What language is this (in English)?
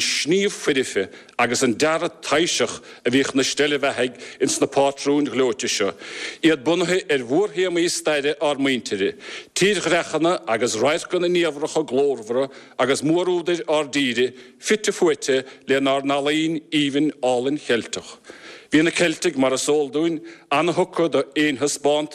Irish